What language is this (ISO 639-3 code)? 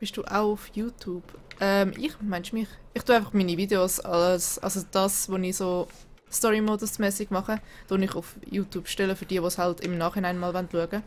gsw